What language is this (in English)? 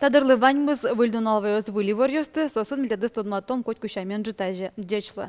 Udmurt